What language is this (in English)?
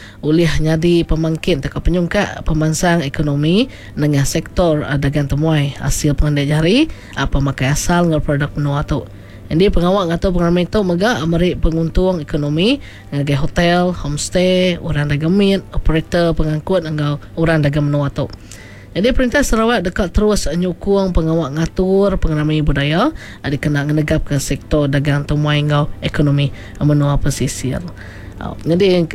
Iban